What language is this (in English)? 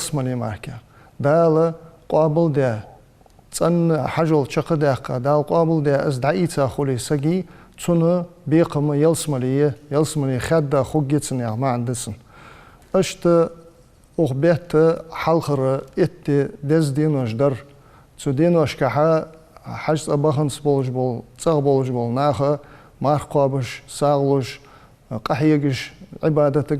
Ingush